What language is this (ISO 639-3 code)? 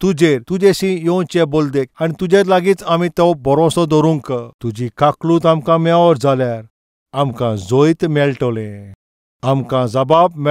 kok